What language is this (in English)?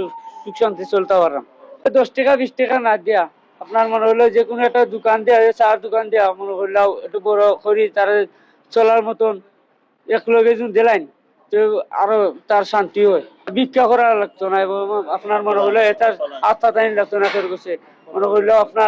Sylheti